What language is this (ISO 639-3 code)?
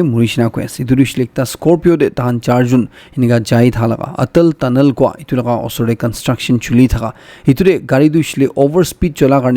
nag